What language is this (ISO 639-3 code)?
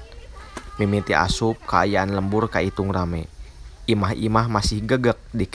sun